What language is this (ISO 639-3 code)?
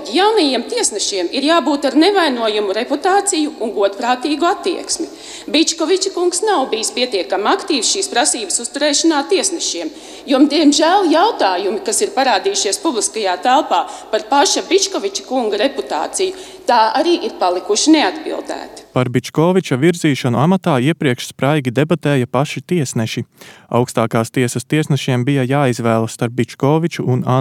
lav